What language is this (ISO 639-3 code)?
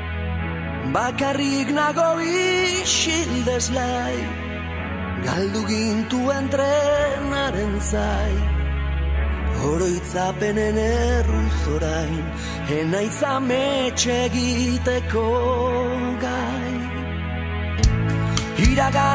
eus